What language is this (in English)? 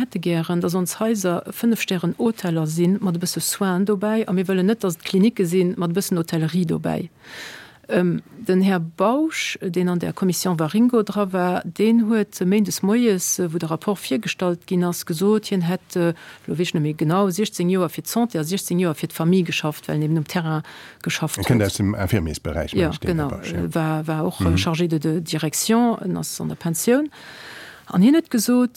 Luxembourgish